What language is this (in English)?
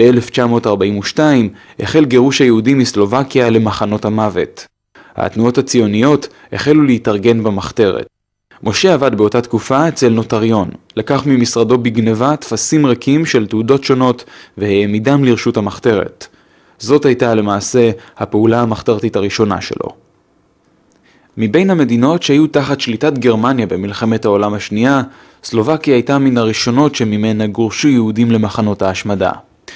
Hebrew